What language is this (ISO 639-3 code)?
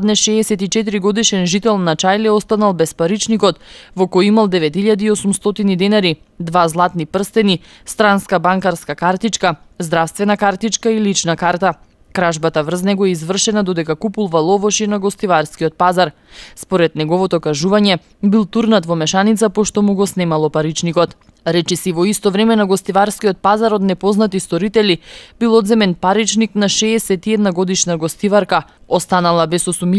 mkd